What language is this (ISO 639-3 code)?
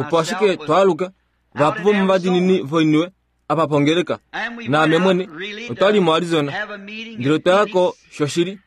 kua